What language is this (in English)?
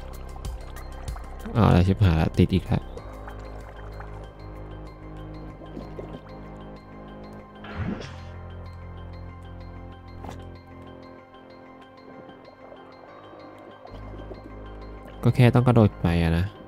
Thai